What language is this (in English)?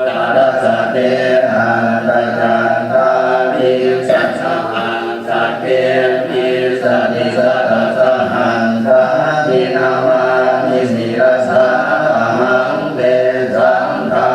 Pali